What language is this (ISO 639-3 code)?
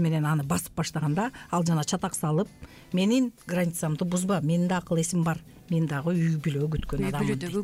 kir